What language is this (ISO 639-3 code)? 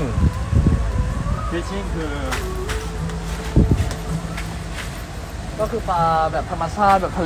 tha